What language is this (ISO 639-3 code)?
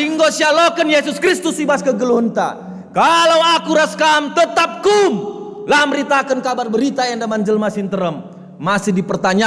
btx